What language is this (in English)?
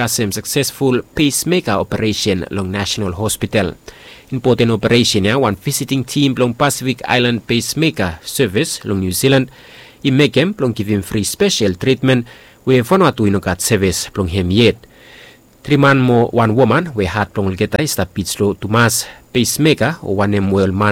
Bislama